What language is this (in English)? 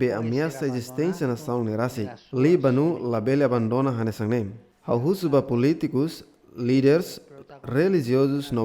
Tetum